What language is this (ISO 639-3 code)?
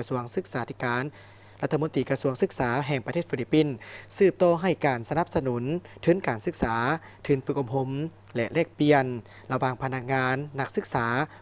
lao